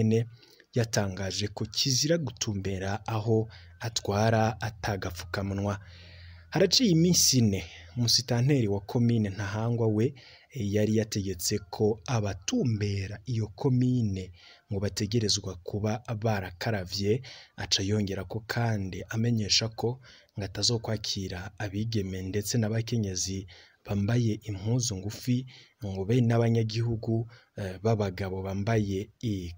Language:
Rundi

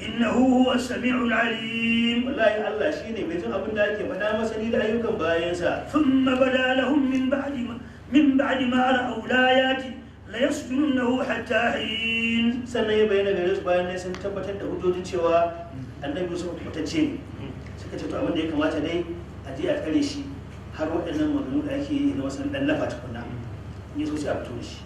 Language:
Hausa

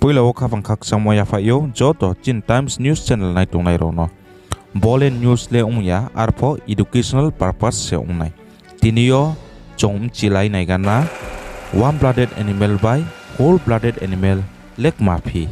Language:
Riang (India)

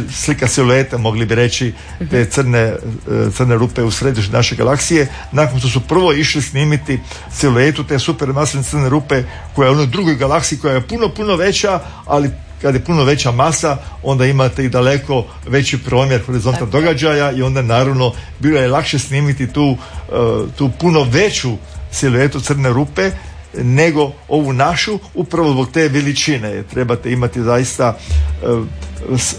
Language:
Croatian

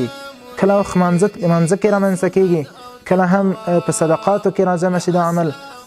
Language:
Pashto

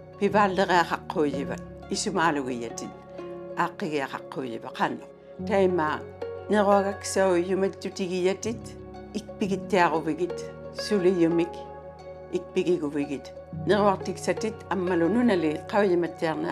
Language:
Inuktitut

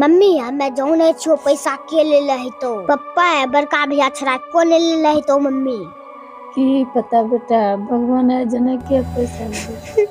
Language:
Angika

